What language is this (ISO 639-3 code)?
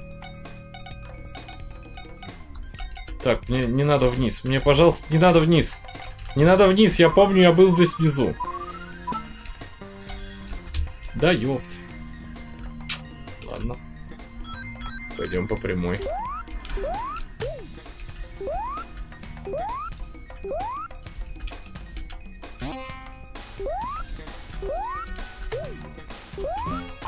rus